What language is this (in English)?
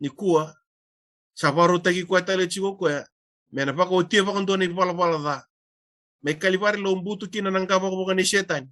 Fijian